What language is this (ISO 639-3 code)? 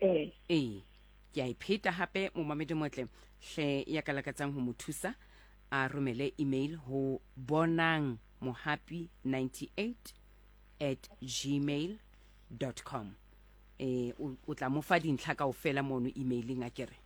sot